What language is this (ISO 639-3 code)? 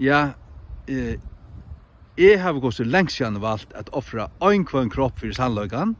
fao